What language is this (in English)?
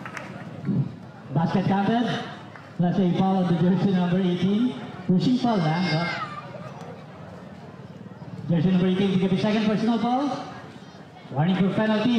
Filipino